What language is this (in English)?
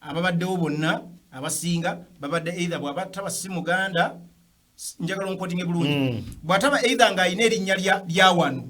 Ganda